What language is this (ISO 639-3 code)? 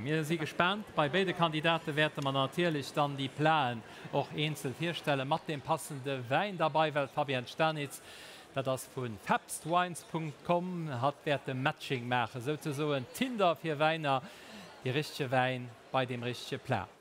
ltz